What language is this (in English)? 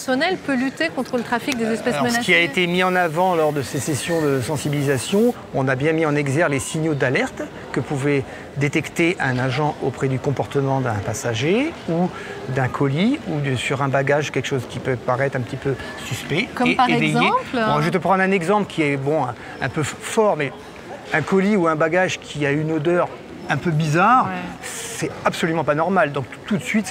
French